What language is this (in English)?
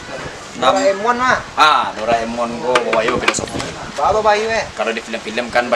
Minangkabau